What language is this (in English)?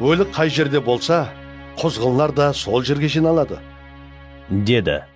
Kara-Kalpak